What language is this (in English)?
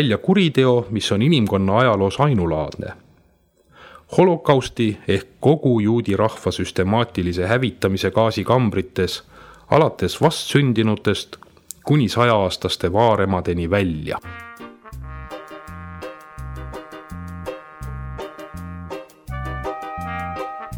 Estonian